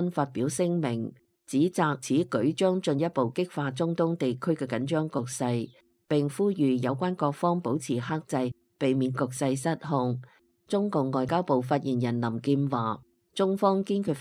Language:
Cantonese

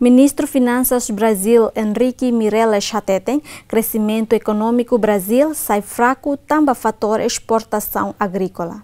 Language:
Tetum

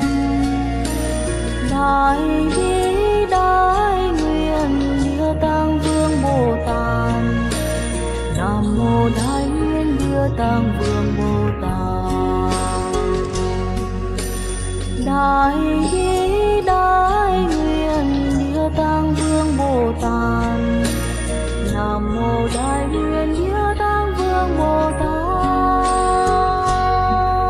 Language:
Vietnamese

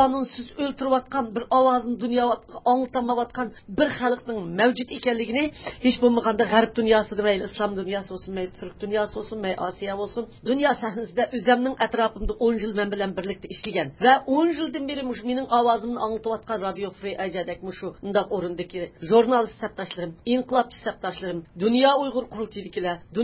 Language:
Uyghur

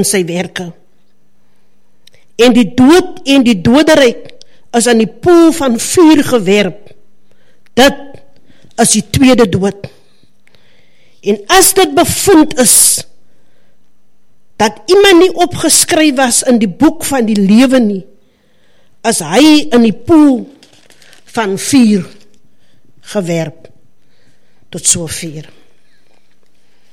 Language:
Afrikaans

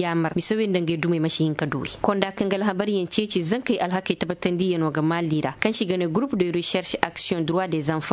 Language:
Koyraboro Senni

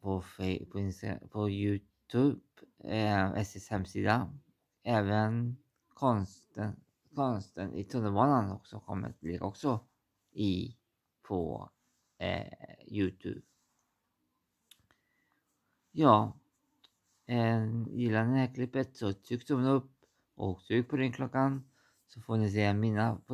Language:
Swedish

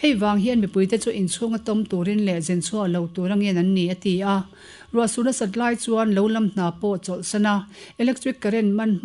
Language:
Mizo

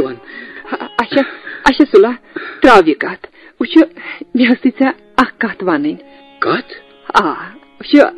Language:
Kashmiri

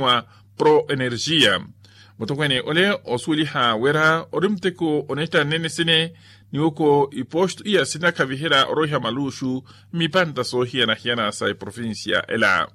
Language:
Makhuwa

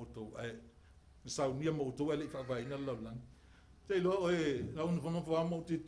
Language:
Samoan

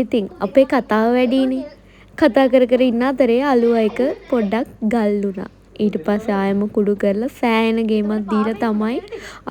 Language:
Sinhala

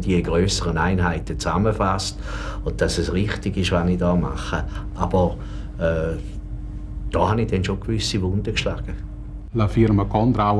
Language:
Romansh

